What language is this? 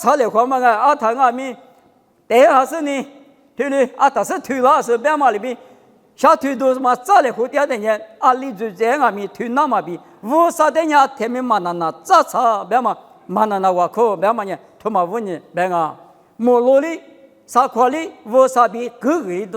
Lisu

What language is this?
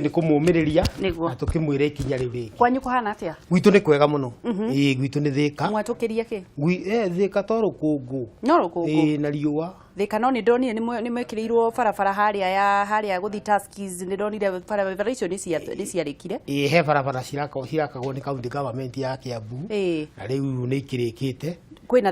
Kikuyu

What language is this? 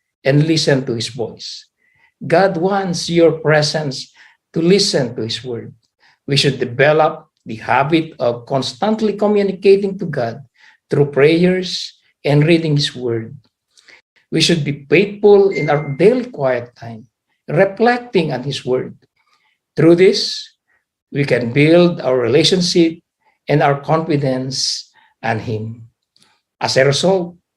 Iloko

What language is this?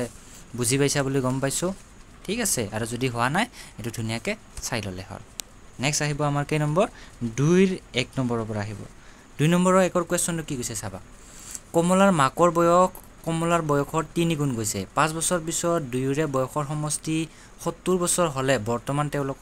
Assamese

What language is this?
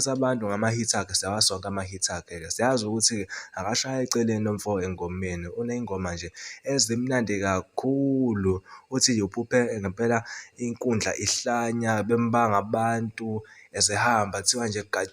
Zulu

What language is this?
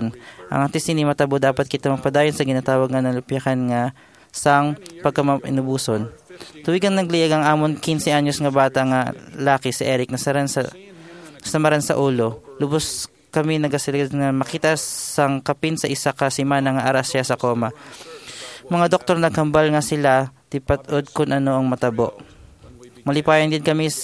Hiligaynon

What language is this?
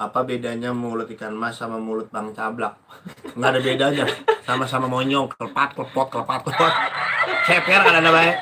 Betawi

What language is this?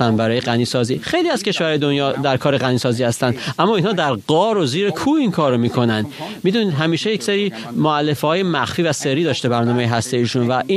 Persian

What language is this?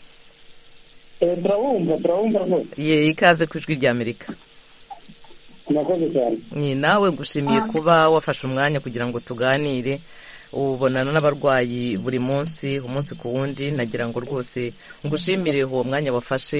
Kinyarwanda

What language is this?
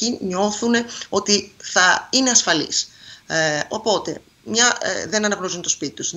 Greek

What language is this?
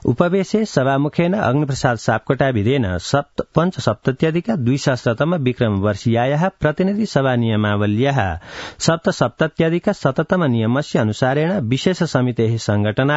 Sanskrit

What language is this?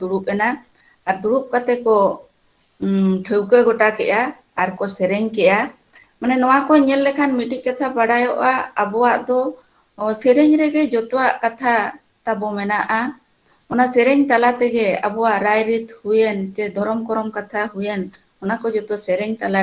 Santali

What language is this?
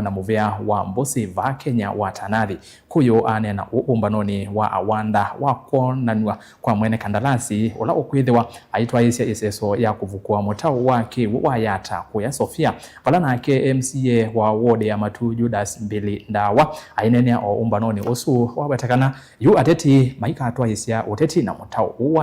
Kamba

